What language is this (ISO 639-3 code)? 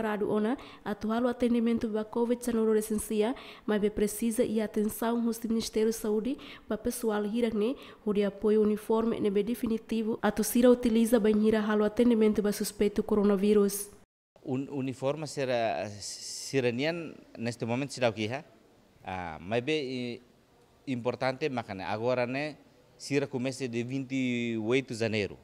tet